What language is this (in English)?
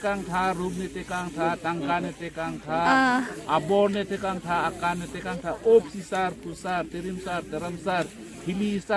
Karbi